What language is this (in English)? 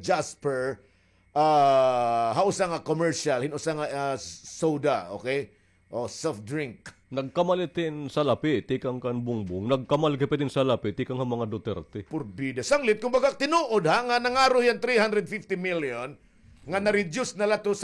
Waray